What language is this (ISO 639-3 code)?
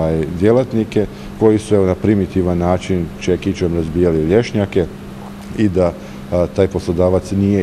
hrv